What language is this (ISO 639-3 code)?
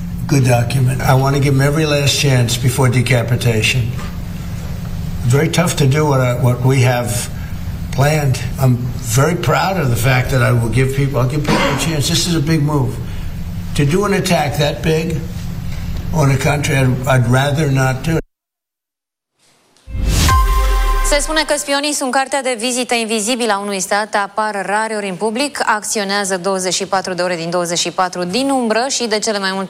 ron